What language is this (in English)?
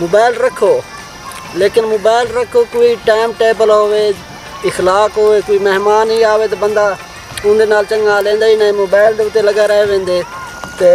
Saraiki